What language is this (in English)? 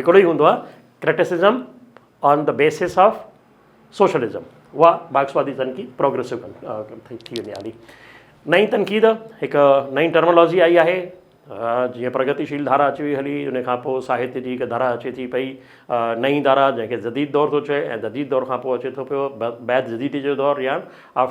Sindhi